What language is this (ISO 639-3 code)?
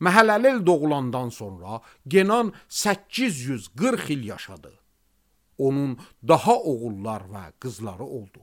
aze